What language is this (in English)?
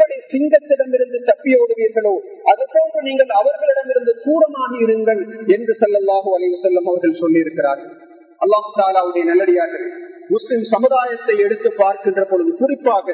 Tamil